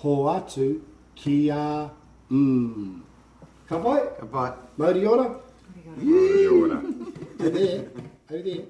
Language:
Māori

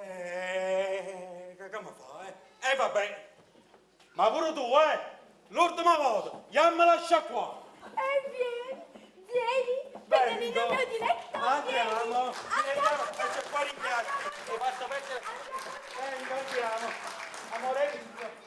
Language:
Neapolitan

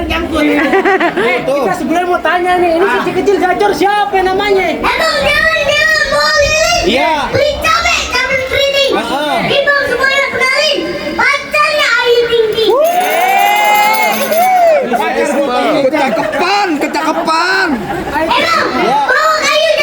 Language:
Betawi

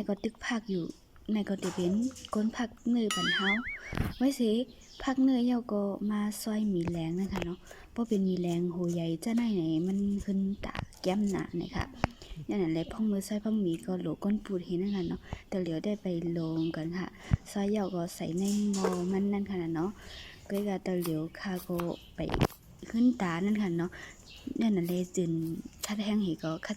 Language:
Shan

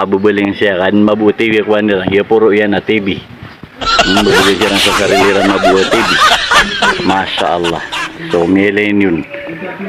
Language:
Maranao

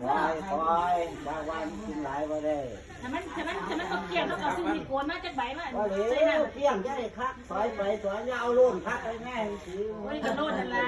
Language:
Northeastern Thai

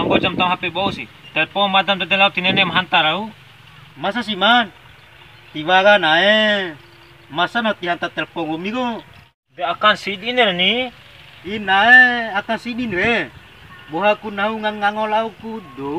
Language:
Bima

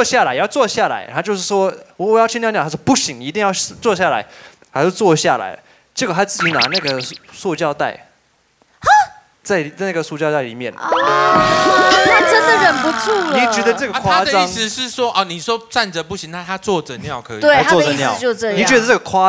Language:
Chinese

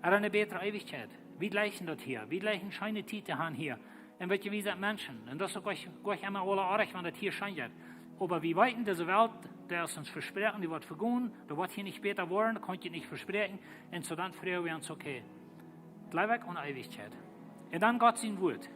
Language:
Plautdietsch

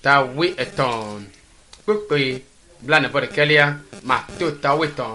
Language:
Ewe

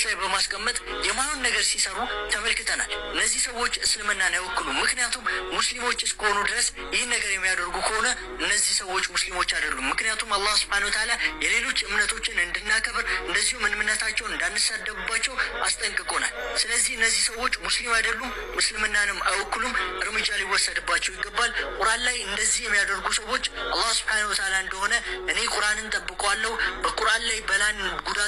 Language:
Amharic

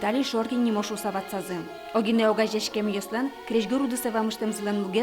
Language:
Udmurt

